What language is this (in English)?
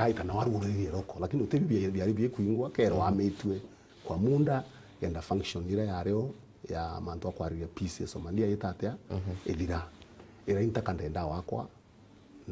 Meru